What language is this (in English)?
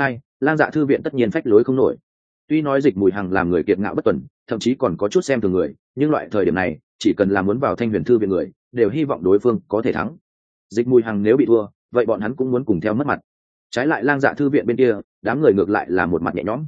Vietnamese